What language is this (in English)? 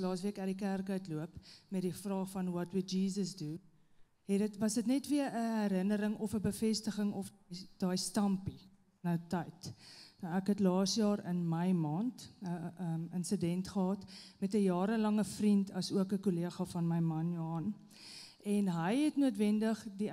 Afrikaans